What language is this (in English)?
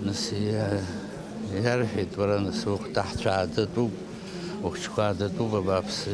Abkhazian